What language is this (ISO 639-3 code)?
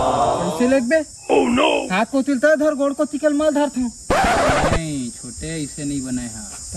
hne